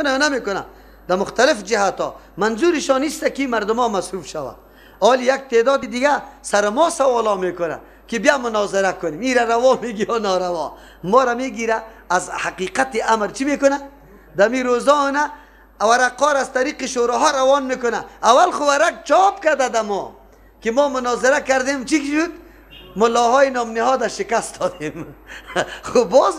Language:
Persian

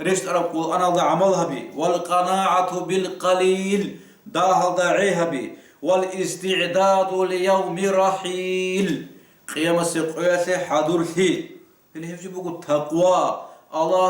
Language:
Avaric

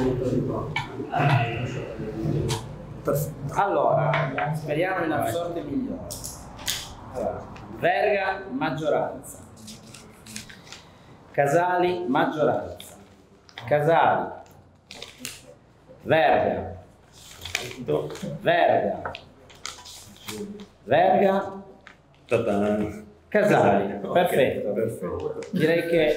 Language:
Italian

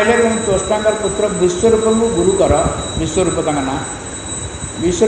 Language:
Odia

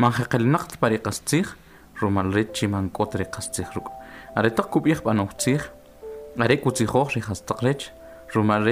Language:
Kʼicheʼ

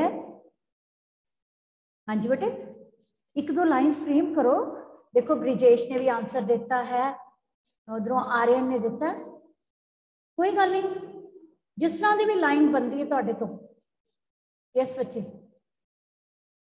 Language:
Punjabi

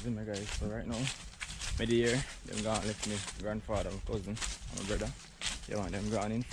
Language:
Jamaican Creole English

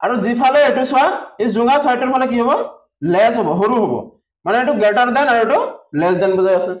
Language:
Assamese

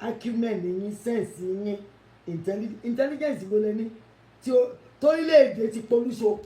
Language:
Yoruba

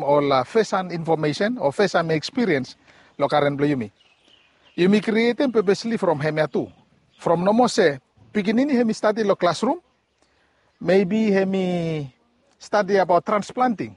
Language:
Bislama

